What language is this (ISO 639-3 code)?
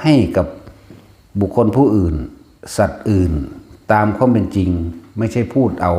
lao